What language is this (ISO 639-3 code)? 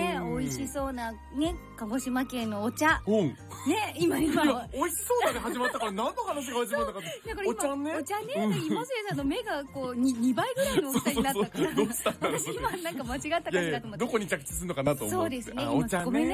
jpn